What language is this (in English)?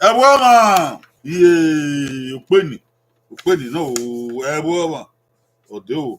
Bini